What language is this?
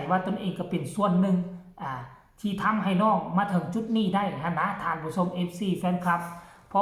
Northeastern Thai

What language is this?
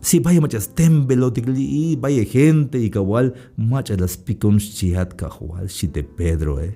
Tzeltal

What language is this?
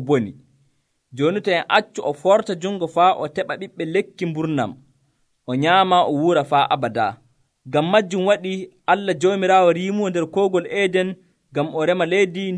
Nigerian Fulfulde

